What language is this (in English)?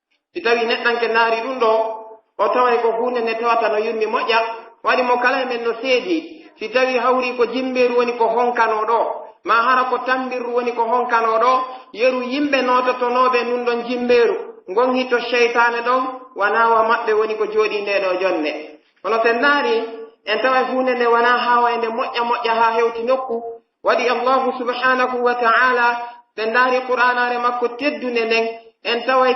Pular